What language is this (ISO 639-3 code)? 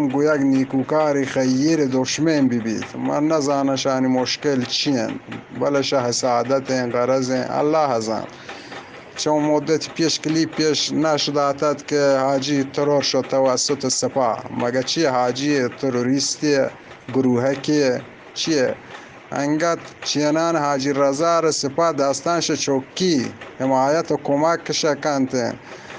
bgp